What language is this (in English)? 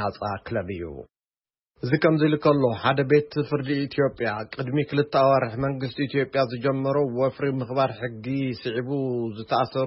Tigrinya